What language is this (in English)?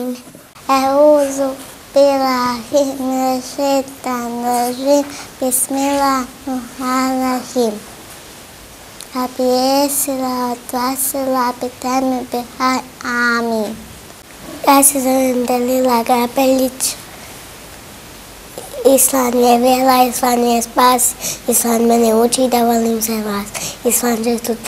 Bosnian